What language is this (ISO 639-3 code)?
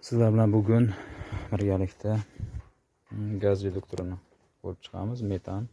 uzb